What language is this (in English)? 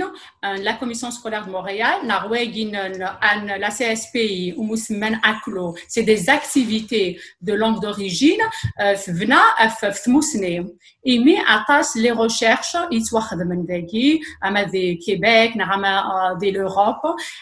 Kabyle